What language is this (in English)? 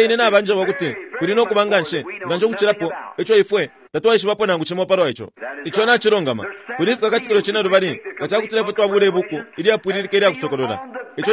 Bemba